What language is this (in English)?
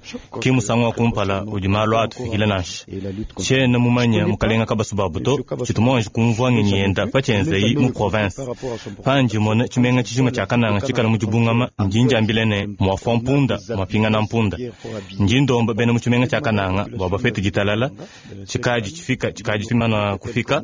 Luba-Lulua